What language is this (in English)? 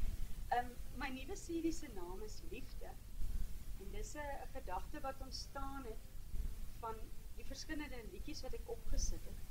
Afrikaans